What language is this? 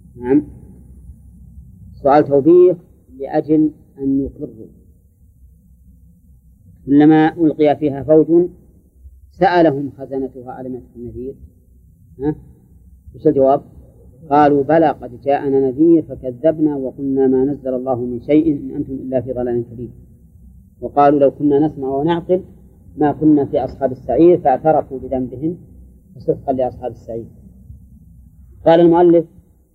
Arabic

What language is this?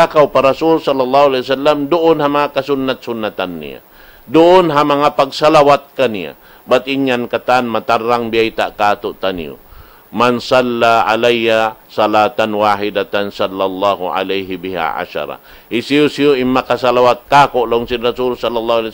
Tausug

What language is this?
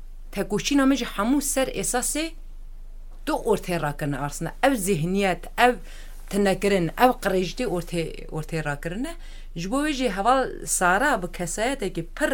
Kurdish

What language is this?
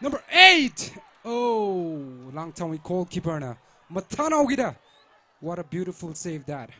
Tangkhul Naga (India)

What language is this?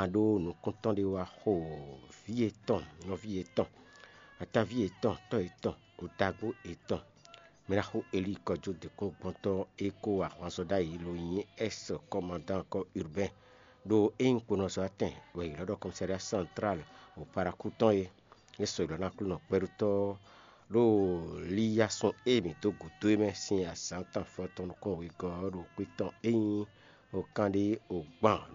Fon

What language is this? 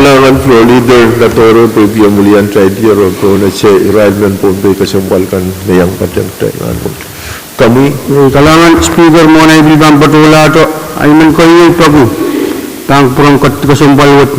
Pohnpeian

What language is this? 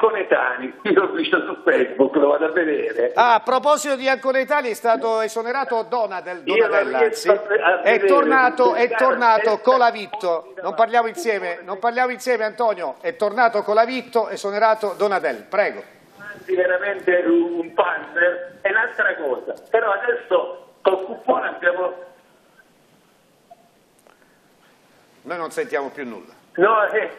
Italian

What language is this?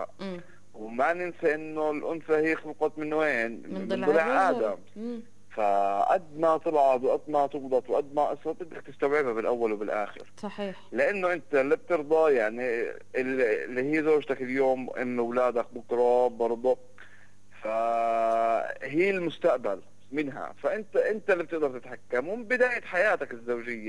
North Levantine Arabic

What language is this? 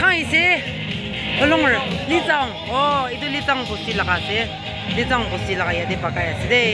Naga Pidgin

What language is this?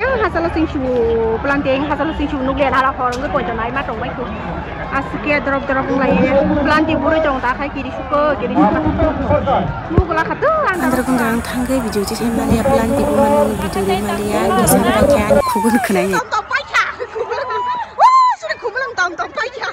Kok Borok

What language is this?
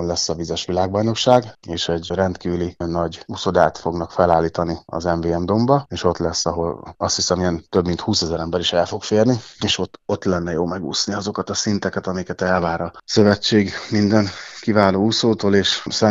Hungarian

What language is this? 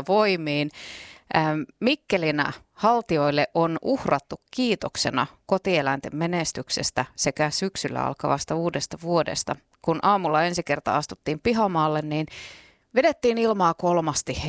Finnish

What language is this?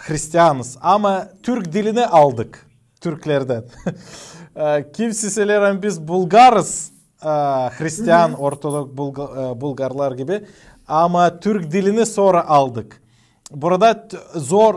Gagauz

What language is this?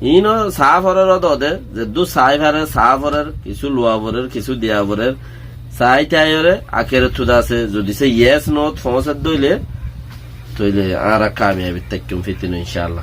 Rohingya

